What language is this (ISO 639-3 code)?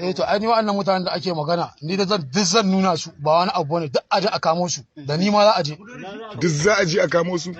hau